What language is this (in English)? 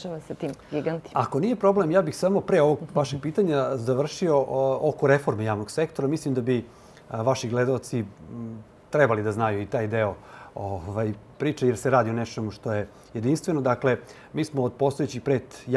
Serbian